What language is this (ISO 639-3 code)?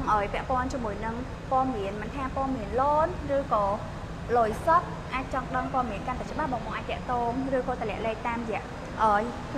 khm